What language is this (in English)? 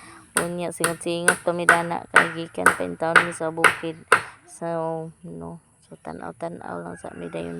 Cebuano